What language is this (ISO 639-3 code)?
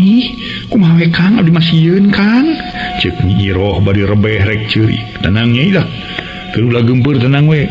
sun